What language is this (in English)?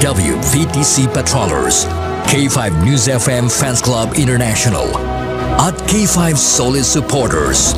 Hiligaynon